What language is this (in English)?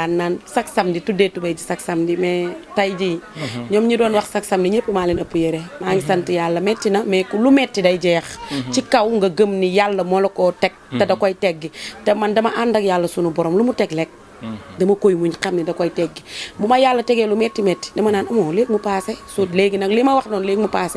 Wolof